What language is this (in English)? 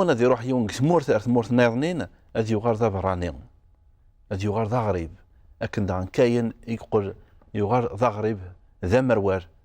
Kabyle